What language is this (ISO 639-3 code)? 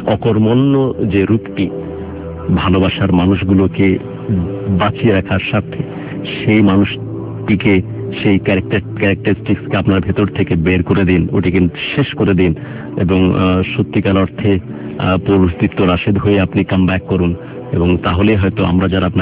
ben